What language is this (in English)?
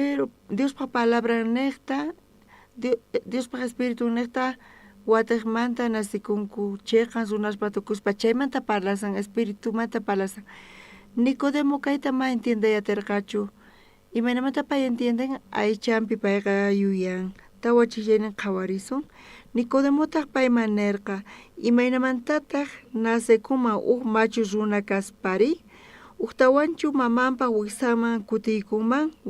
South Bolivian Quechua